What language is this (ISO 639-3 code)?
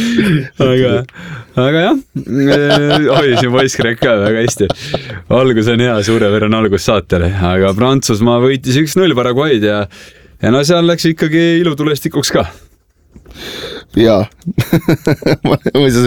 est